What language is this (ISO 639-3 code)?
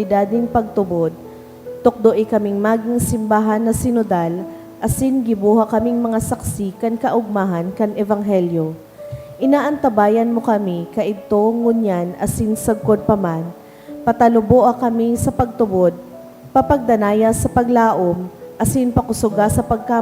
bik